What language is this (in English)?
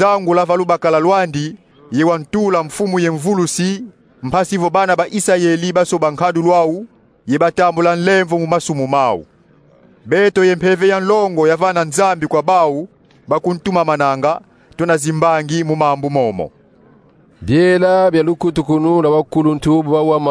Kongo